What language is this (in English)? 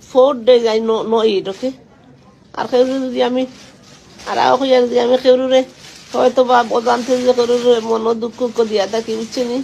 Sylheti